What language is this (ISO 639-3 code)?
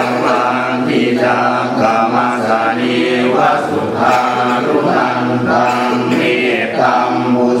pli